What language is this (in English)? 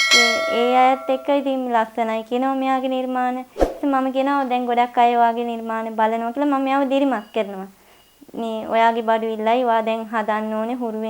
Sinhala